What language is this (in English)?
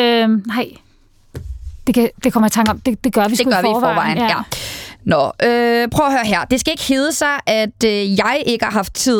Danish